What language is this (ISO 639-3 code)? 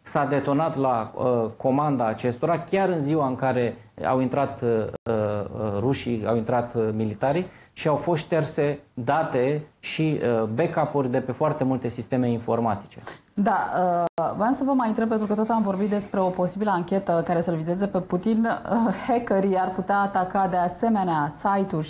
ron